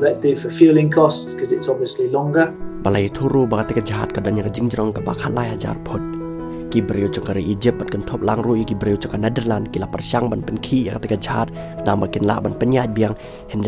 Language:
Khasi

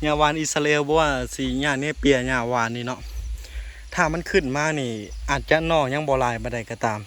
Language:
Lao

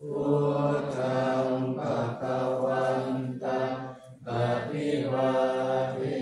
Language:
Pali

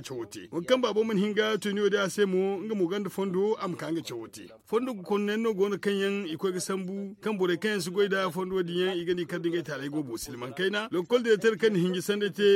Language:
Zarma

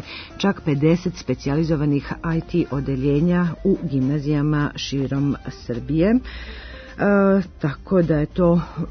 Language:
Serbian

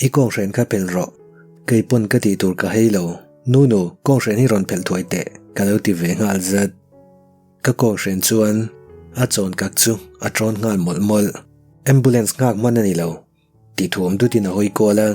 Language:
Mizo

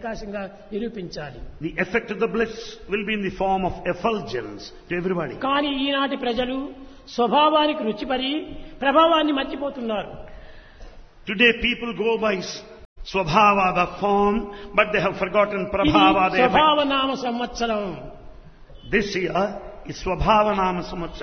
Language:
Telugu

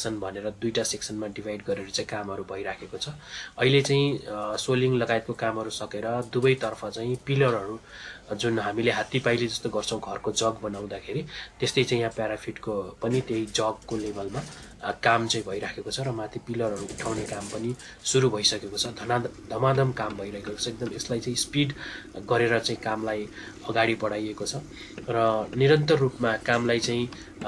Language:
Nepali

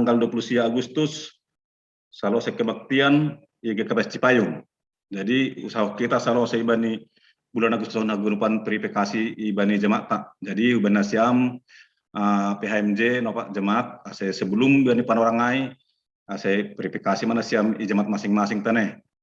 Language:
Batak Simalungun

